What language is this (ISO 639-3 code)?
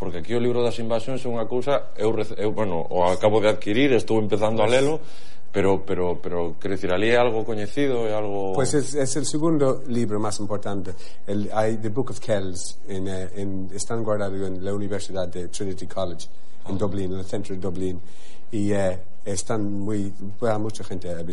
glg